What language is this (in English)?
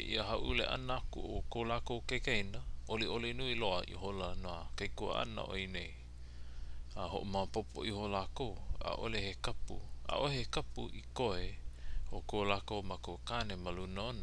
Hawaiian